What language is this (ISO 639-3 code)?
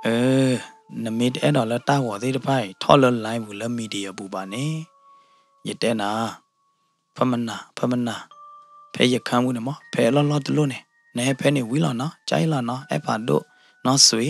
ksw